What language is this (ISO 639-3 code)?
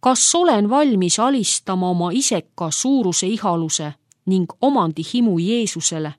est